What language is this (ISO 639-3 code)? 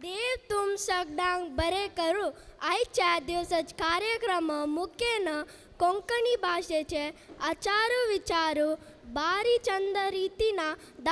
kok